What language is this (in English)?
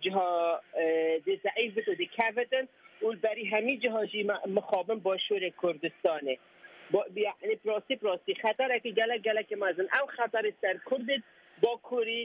Kurdish